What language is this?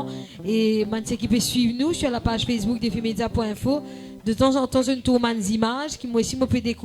Morisyen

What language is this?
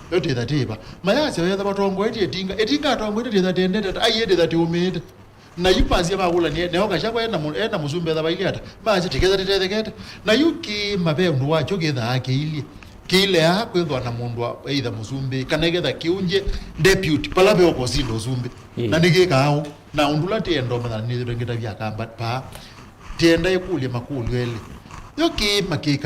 Kamba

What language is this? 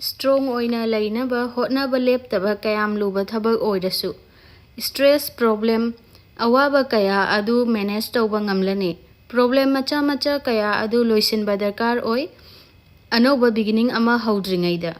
Manipuri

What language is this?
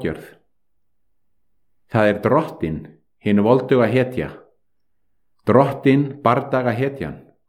Icelandic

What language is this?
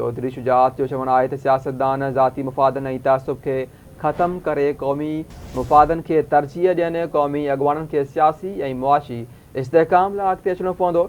Sindhi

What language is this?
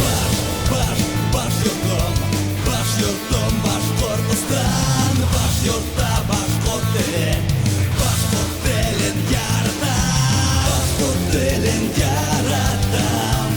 Bashkir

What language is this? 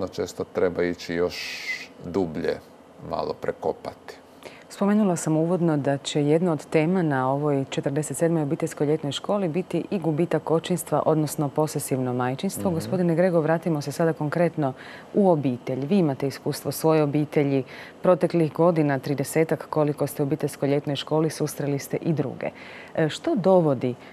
Croatian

